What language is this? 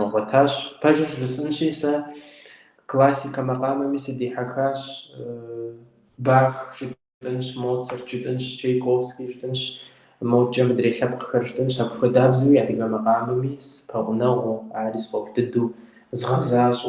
Kabardian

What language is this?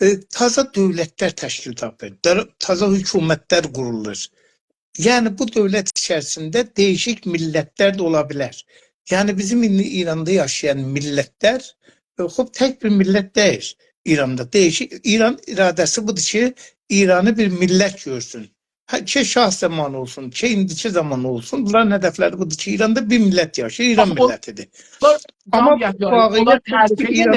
South Azerbaijani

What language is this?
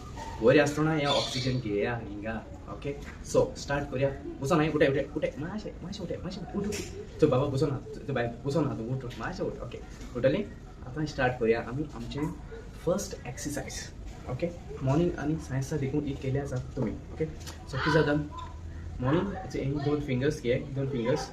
Konkani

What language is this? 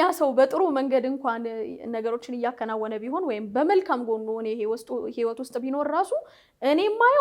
Amharic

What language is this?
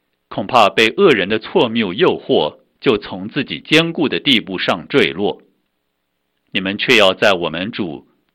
Chinese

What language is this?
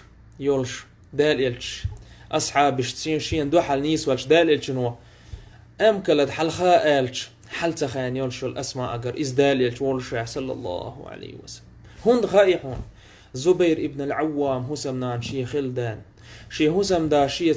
Chechen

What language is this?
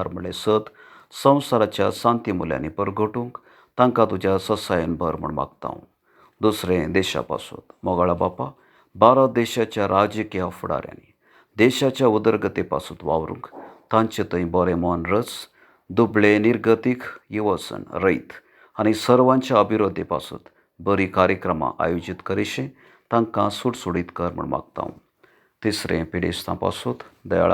Konkani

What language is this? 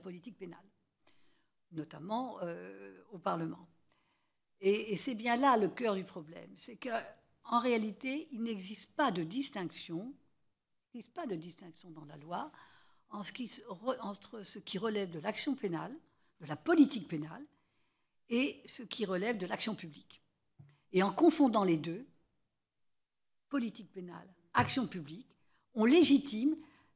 French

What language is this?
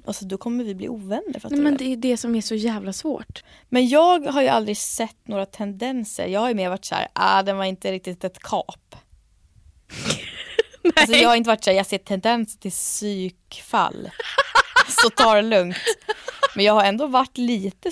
Swedish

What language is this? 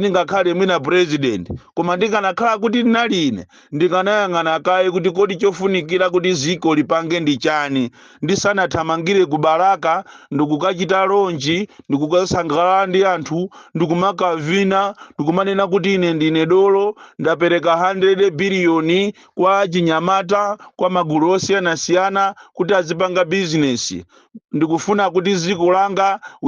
Nyanja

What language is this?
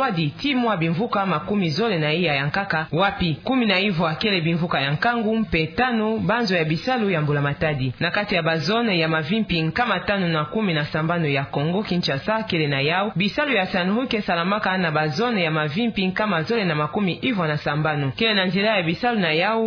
Kituba (Democratic Republic of Congo)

